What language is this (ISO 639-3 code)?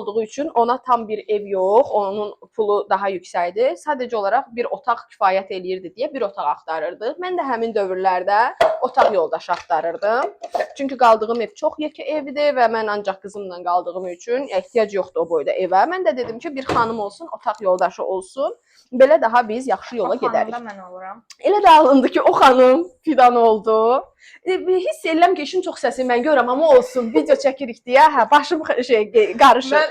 aze